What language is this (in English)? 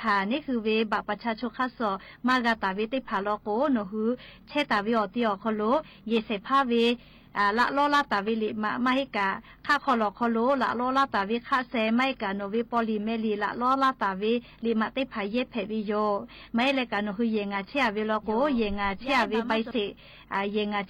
Lahu